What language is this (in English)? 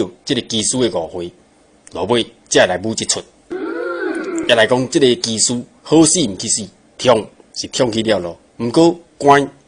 Min Nan Chinese